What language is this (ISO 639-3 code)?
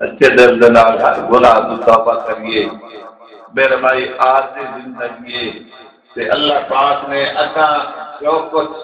skr